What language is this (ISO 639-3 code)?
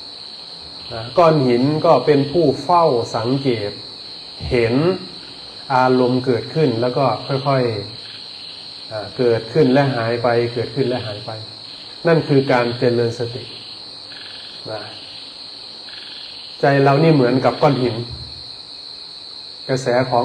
tha